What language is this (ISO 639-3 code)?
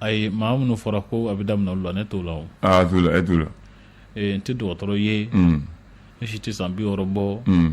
bam